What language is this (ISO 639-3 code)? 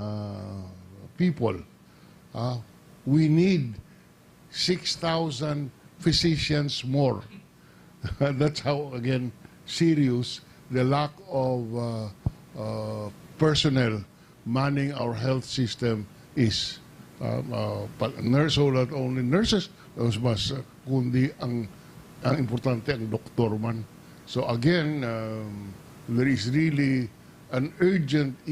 hil